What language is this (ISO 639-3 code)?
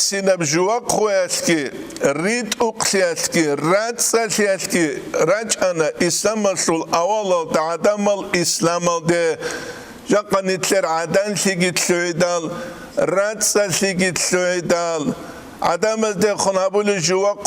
ava